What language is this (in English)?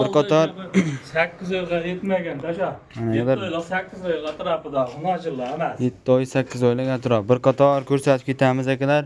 Uzbek